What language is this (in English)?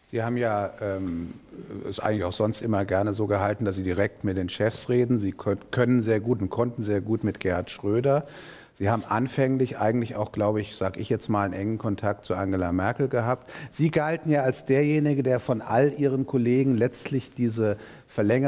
German